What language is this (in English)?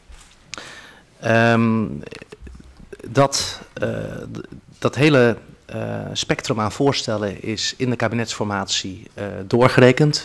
Dutch